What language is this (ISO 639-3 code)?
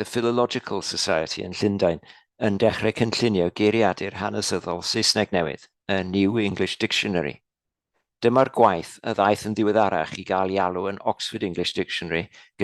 cym